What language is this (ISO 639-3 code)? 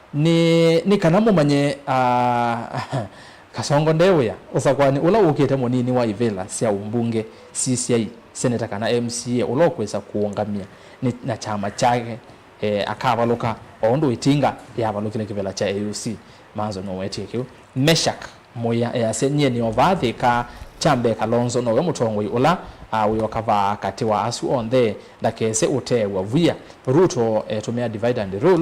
kam